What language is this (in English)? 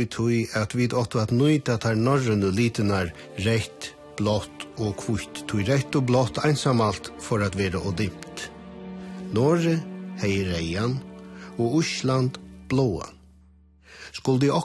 Faroese